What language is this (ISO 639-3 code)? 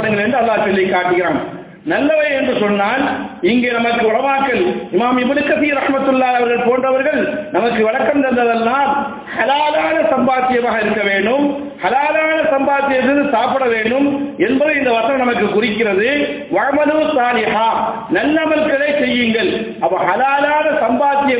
tam